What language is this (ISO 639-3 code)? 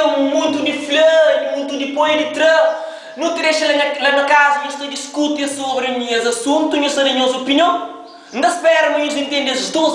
kea